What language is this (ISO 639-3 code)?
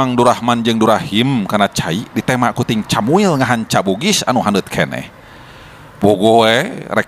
sun